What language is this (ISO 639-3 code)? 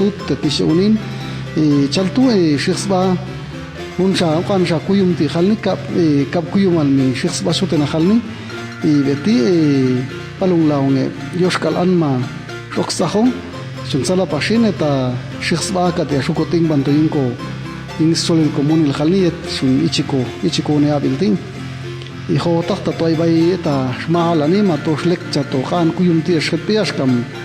jac